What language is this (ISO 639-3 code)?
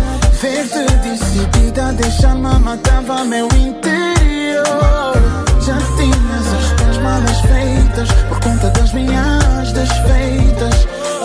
por